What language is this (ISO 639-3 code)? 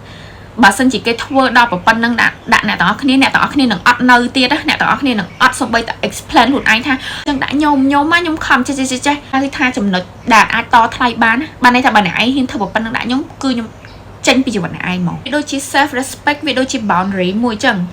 khm